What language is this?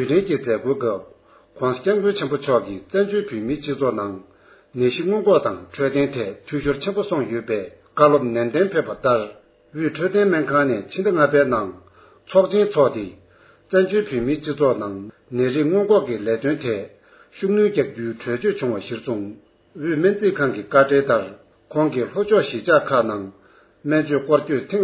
Tibetan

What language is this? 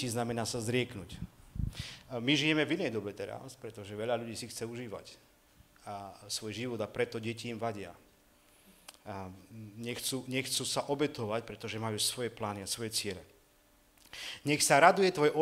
Slovak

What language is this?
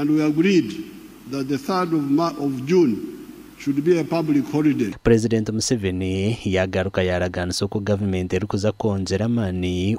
Nyankole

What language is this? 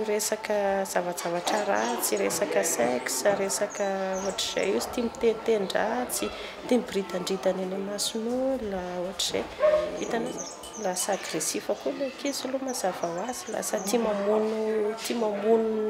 Malagasy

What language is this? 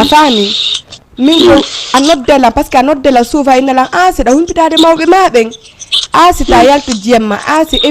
Fula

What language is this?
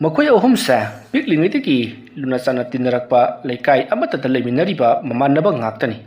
Manipuri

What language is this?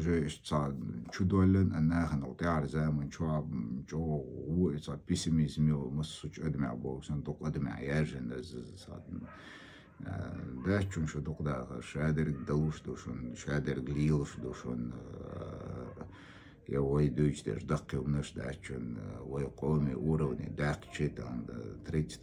Chechen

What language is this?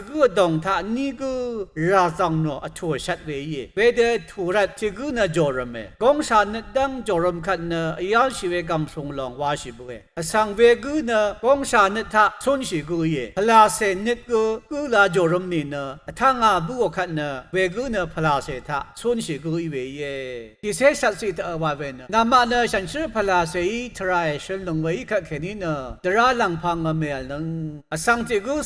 Rawang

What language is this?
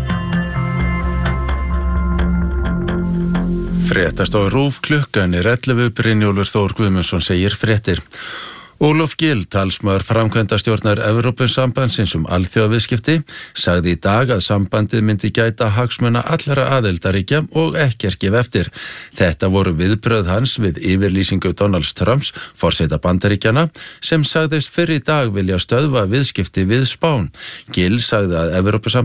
Icelandic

